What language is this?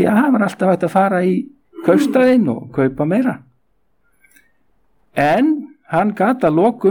Icelandic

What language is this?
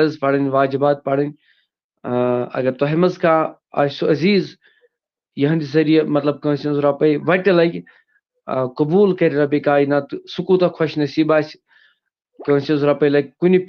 Kashmiri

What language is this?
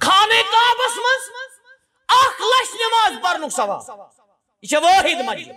Kashmiri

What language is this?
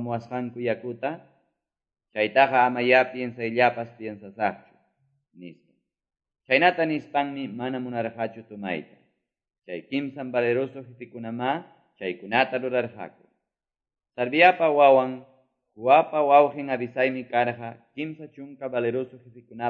Quechua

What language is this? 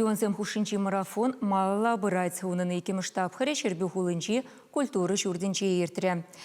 Chuvash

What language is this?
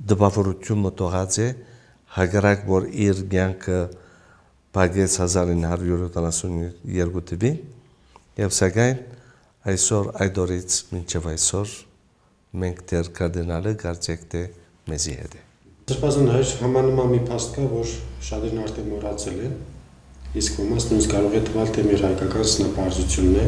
Armenian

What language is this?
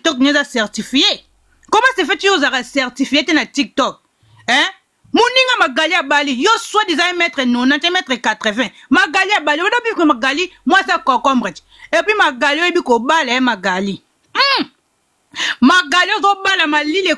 Lingala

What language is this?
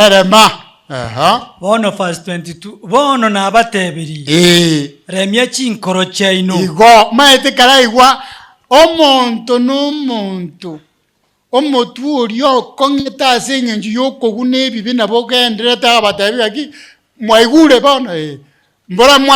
Gusii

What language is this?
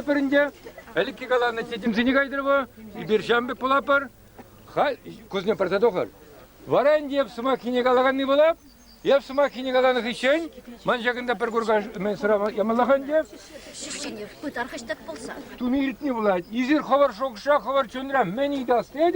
Chuvash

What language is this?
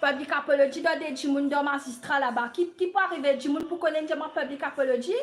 Morisyen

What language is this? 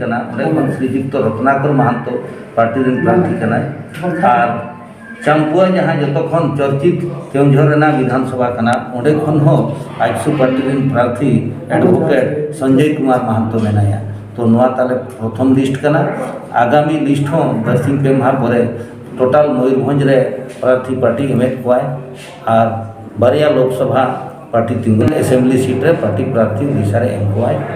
Santali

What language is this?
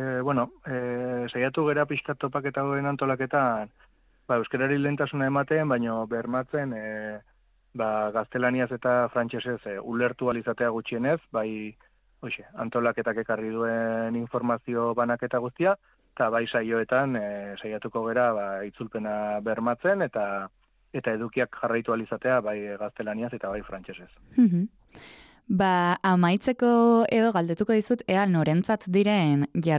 Basque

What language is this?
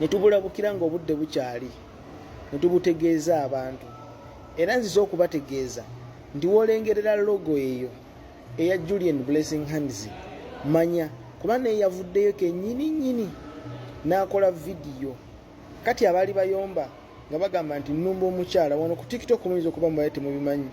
Ganda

